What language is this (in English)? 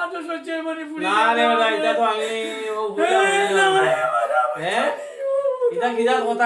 Sylheti